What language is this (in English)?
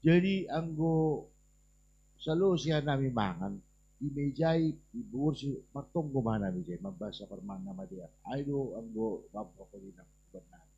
Batak Simalungun